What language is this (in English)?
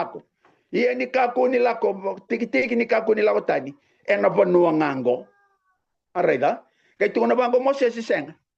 Fijian